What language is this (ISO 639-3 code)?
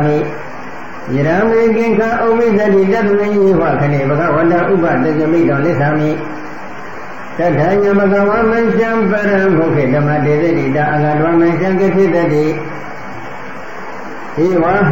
mya